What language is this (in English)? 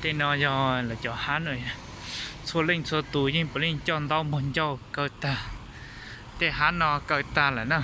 Hmong